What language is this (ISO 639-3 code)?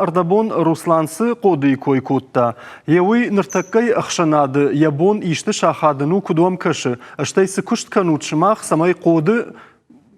oss